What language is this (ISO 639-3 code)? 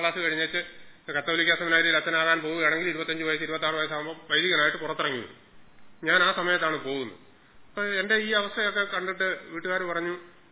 mal